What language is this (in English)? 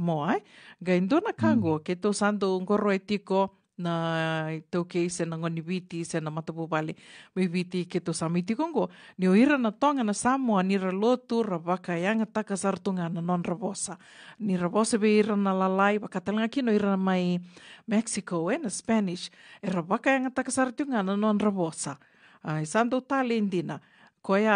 Fijian